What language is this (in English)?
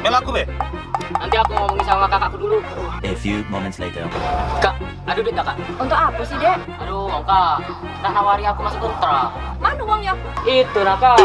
Musi